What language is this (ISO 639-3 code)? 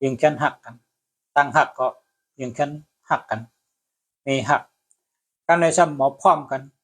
shn